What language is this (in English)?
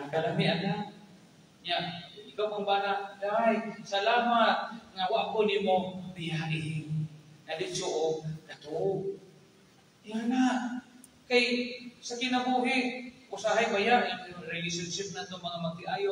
Cebuano